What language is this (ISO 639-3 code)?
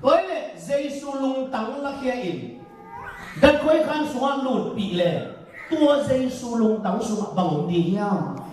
ctd